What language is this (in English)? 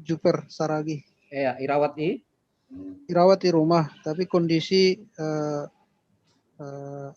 Batak Simalungun